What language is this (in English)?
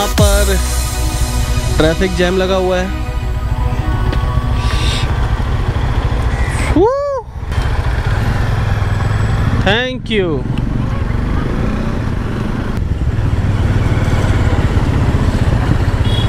Hindi